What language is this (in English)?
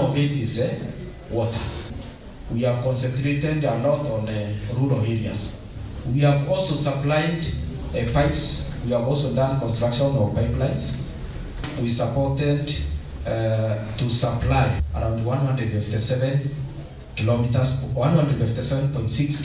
Meru